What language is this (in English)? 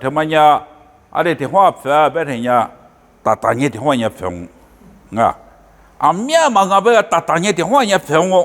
Lisu